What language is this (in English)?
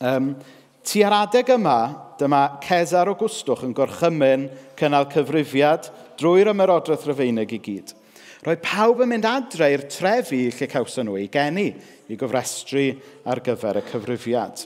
Welsh